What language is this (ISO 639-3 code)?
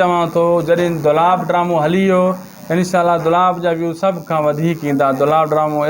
snd